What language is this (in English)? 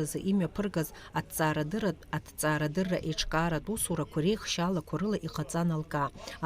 Abkhazian